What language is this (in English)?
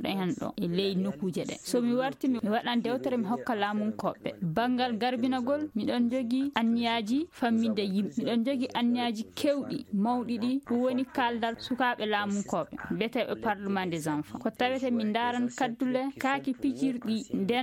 Fula